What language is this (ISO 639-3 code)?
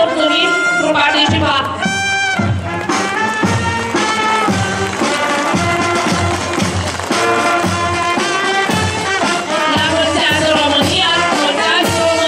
ron